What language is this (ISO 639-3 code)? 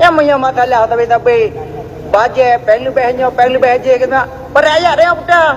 ace